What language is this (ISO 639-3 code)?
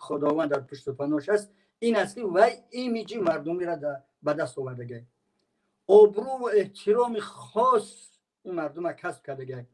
tgk